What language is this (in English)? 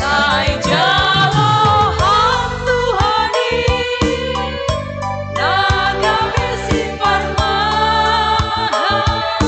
Batak Simalungun